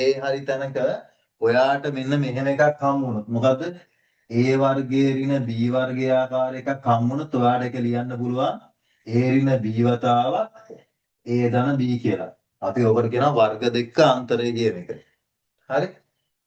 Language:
Sinhala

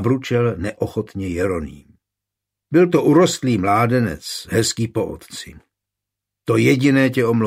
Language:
Czech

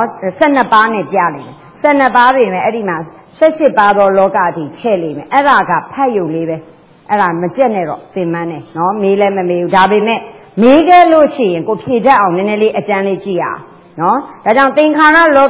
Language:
Burmese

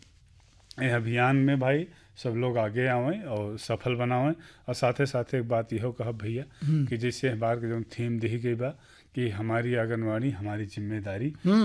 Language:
Bhojpuri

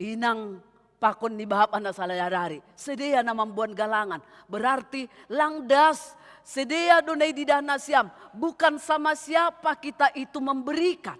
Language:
Batak Simalungun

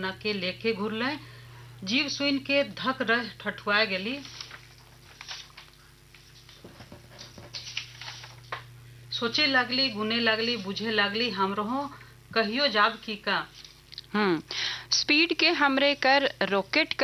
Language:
Bhojpuri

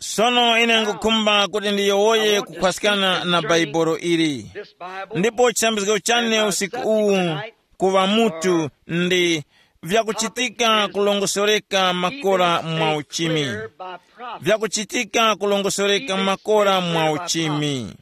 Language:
Tumbuka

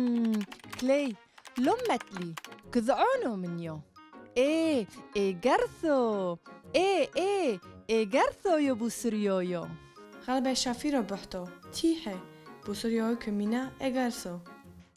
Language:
Turoyo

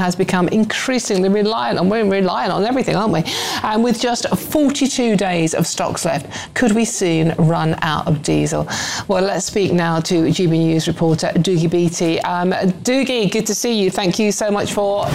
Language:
English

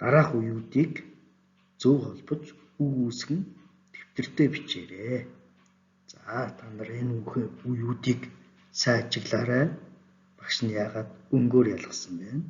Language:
Mongolian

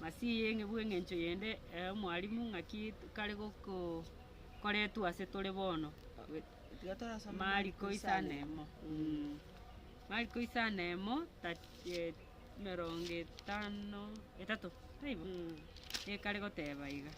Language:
Gusii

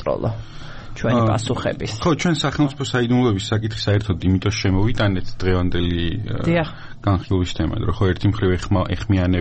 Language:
Georgian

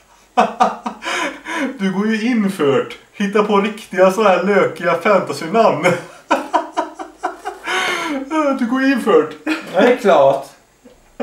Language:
Swedish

